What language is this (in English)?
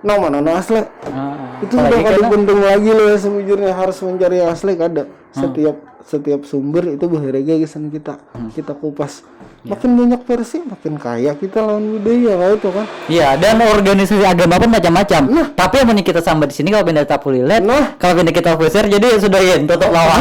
Banjar